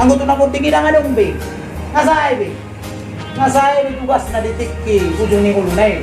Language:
Batak Toba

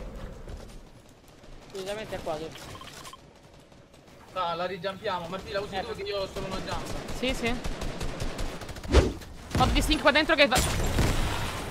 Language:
Italian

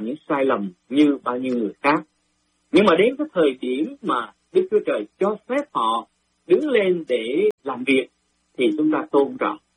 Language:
Vietnamese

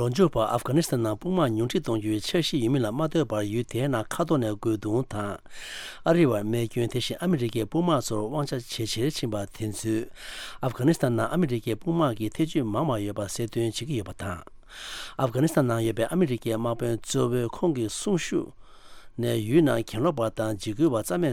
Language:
Tibetan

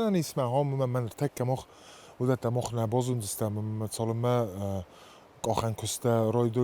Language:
Ossetic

